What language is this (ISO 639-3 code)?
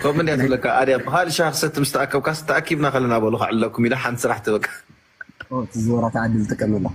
tir